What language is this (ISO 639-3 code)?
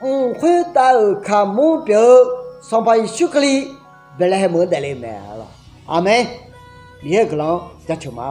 ahk